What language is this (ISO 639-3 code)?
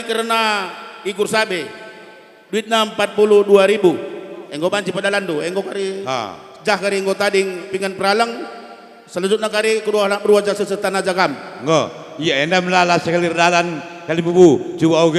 btx